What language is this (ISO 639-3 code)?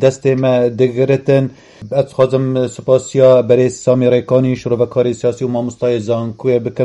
kur